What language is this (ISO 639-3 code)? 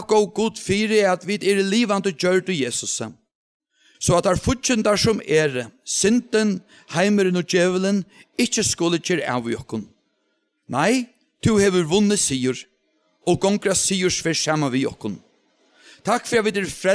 fao